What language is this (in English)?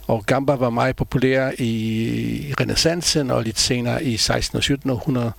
Danish